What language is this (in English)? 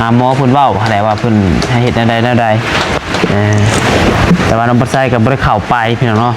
Lao